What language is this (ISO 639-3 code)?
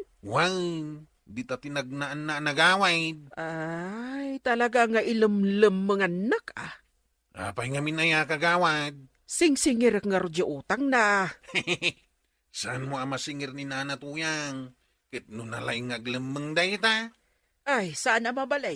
ilo